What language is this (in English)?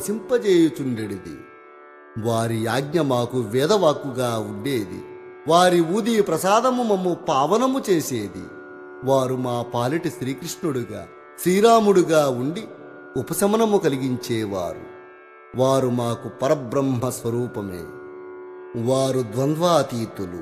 Telugu